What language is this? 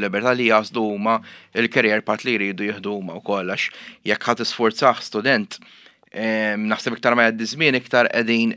Maltese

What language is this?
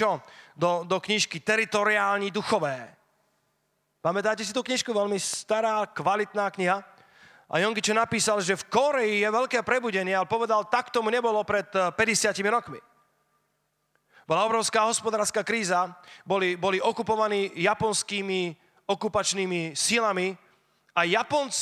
Slovak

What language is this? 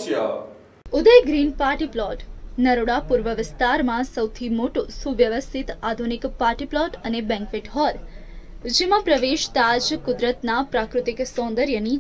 Gujarati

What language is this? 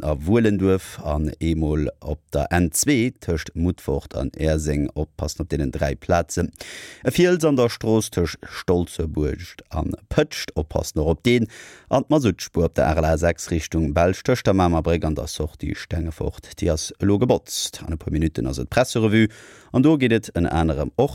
Luxembourgish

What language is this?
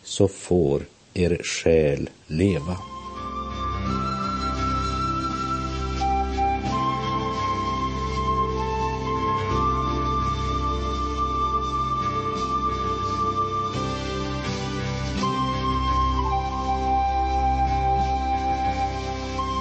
Swedish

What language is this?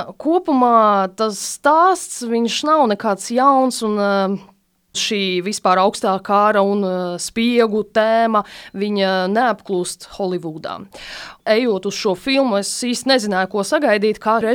Latvian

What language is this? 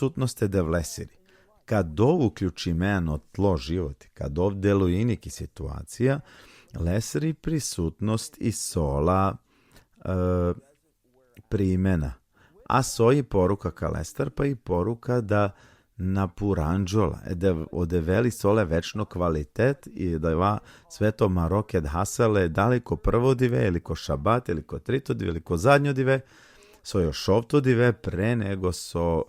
Balkan Romani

